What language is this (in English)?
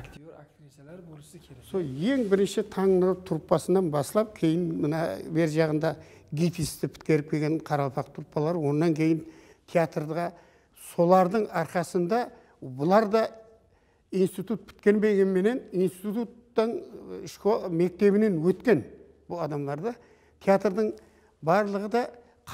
Kara-Kalpak